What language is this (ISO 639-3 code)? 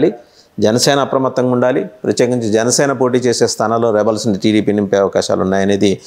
tel